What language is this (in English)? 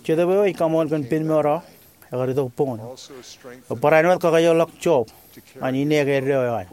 Marshallese